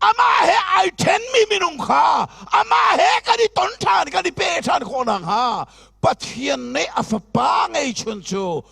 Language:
Hakha Chin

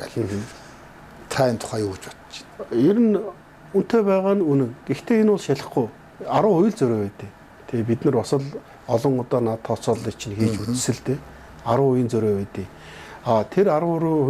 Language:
Mongolian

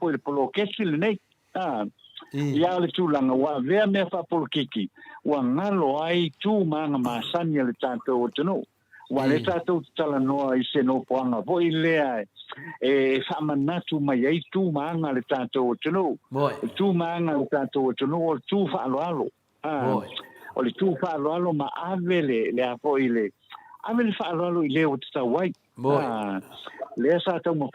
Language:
Samoan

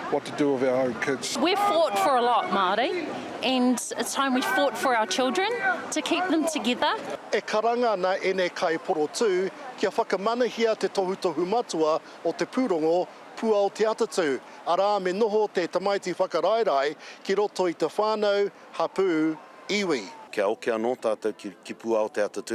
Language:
Māori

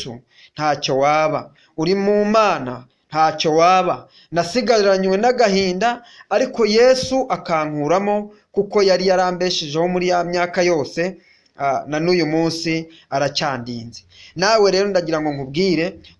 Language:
Kinyarwanda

